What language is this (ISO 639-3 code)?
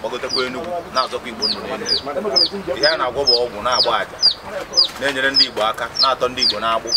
ibo